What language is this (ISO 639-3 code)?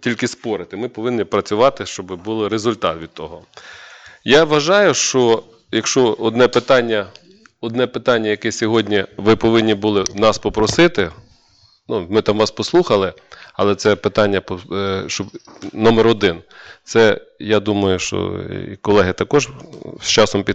ukr